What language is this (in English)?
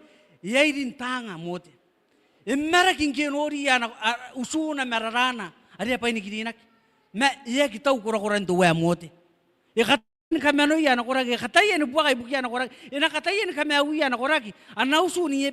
Gilbertese